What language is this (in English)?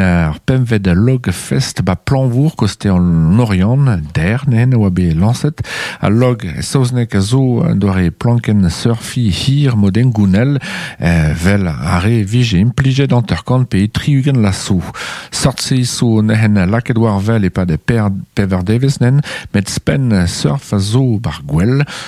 Breton